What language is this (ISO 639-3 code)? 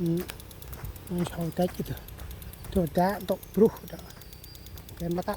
cmo